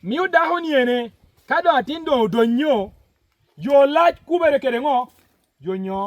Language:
Lango (Uganda)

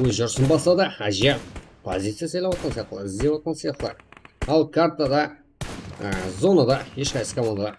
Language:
Kara-Kalpak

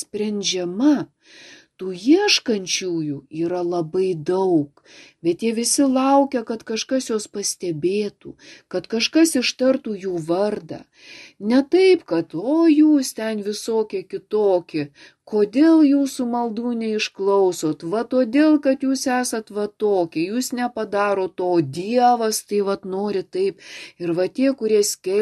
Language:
Lithuanian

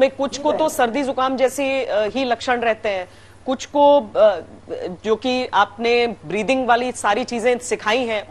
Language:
Hindi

